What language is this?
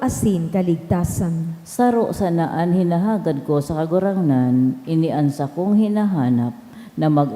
Bikol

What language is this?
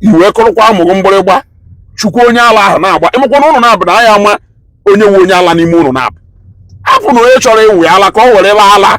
Igbo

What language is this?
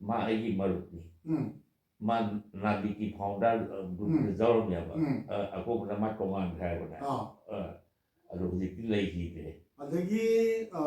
Manipuri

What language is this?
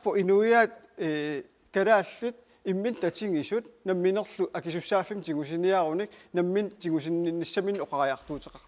Kalaallisut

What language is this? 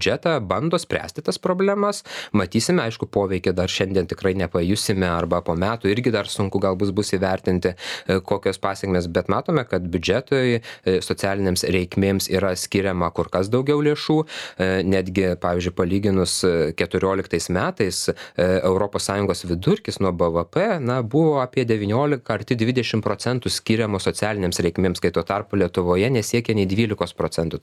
Lithuanian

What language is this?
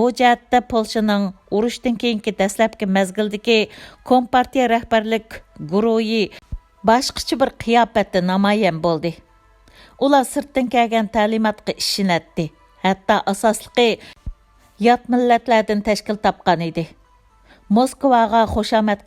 Uyghur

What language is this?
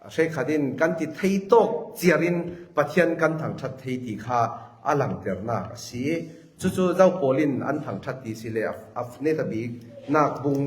Falam Chin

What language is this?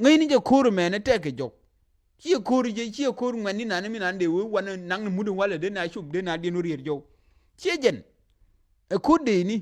Nuer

